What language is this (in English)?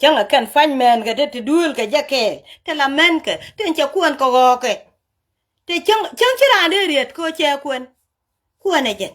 Nuer